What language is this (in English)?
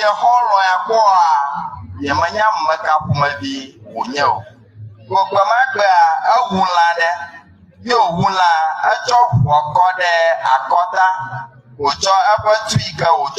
Ewe